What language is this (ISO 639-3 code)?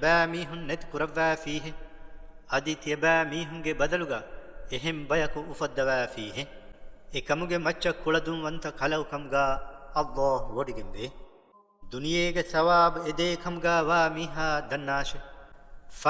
div